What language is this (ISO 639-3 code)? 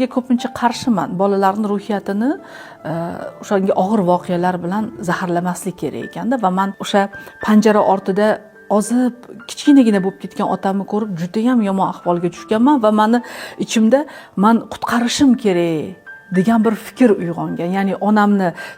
uzb